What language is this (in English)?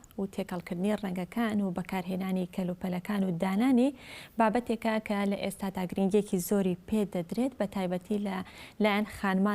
Central Kurdish